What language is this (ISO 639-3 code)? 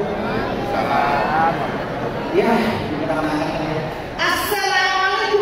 bew